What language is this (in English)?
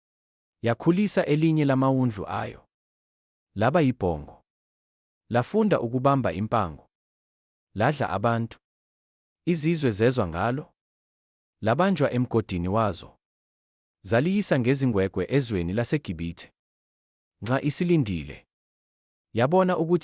Zulu